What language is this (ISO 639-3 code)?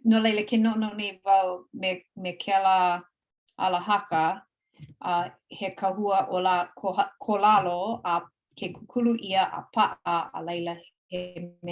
haw